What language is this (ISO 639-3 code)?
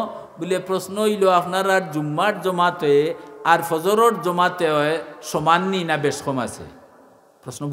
syl